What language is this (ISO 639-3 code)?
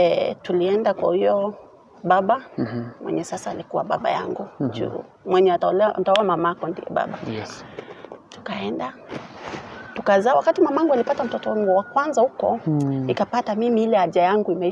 swa